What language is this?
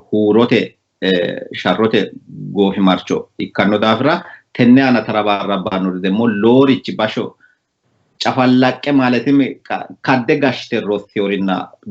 Sidamo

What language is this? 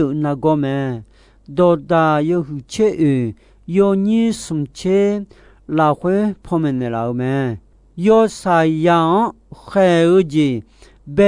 Akha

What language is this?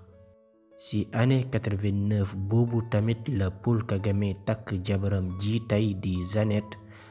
Wolof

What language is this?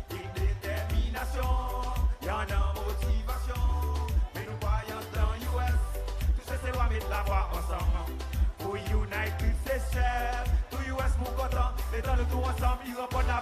Seselwa Creole French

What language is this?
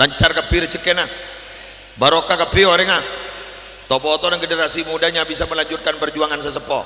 Madurese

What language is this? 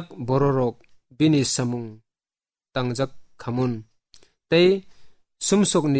Kok Borok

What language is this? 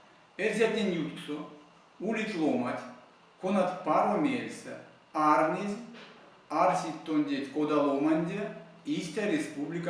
Erzya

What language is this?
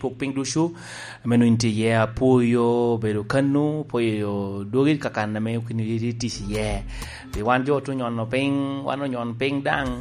Lango (Uganda)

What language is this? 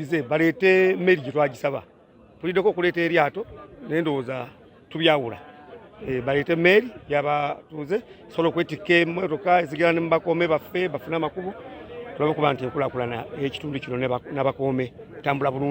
Ganda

